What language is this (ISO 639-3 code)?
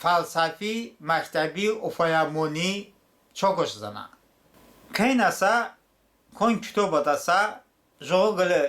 tly